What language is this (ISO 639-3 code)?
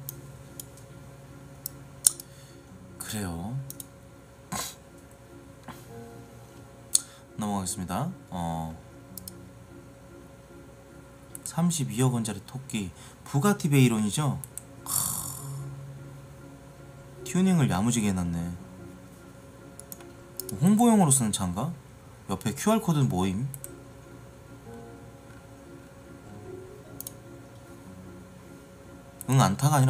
kor